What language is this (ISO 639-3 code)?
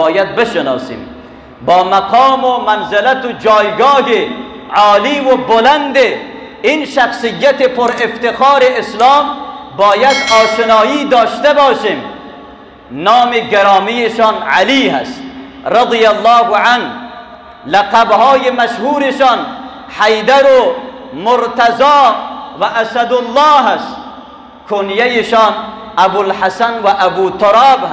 fas